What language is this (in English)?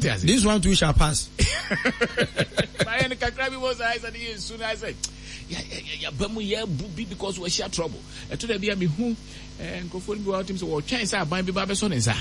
Akan